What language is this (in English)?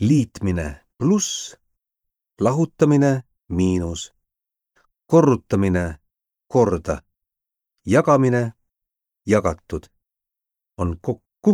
Estonian